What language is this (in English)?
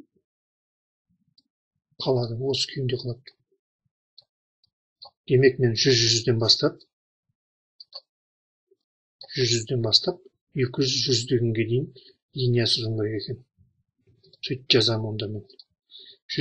Kazakh